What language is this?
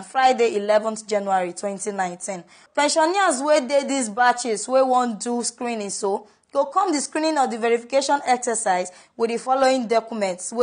Nigerian Pidgin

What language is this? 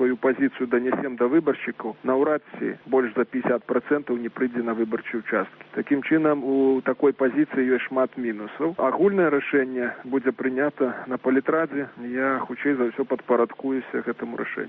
Belarusian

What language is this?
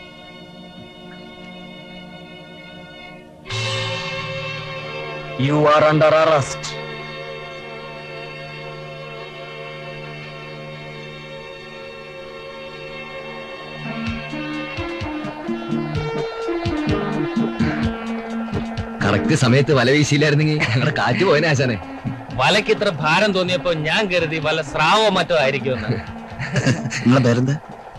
Malayalam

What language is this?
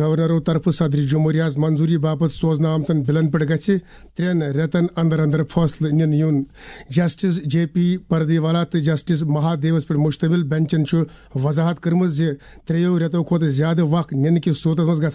Kashmiri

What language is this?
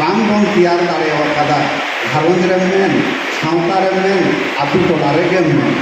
Santali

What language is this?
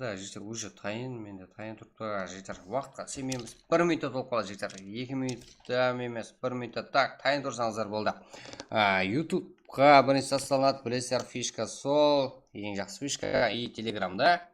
Kara-Kalpak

